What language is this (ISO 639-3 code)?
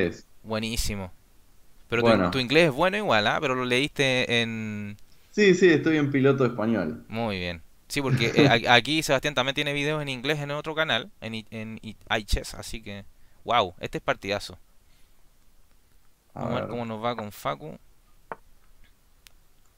spa